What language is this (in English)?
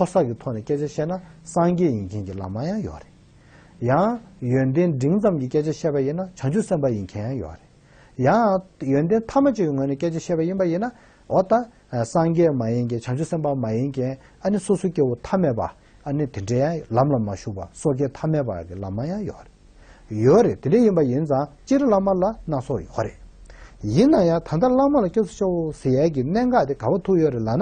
Tibetan